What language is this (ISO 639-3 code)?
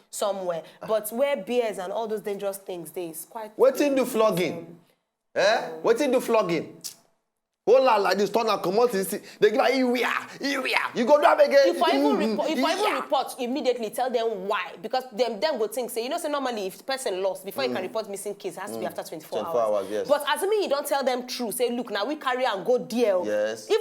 pcm